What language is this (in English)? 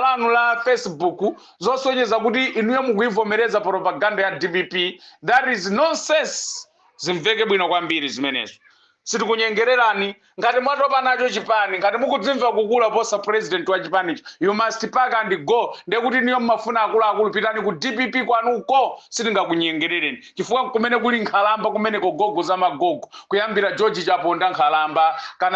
Nyanja